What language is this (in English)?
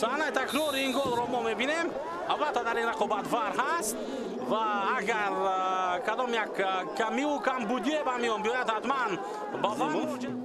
Tajik